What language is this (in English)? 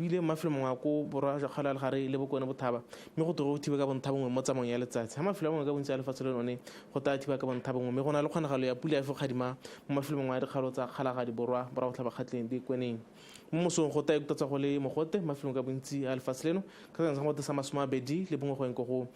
Tswana